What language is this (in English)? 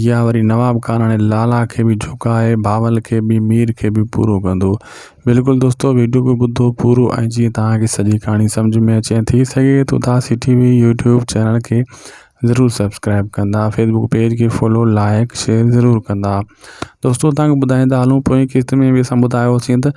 Sindhi